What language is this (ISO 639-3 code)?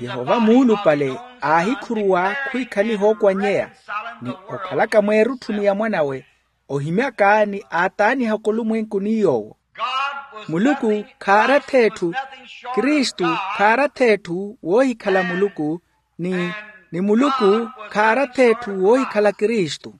vmw